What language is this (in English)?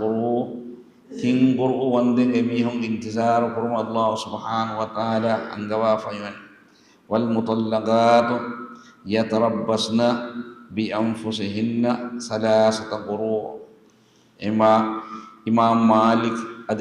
Divehi